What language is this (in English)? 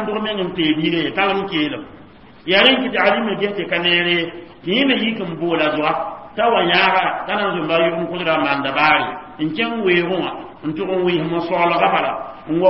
Mossi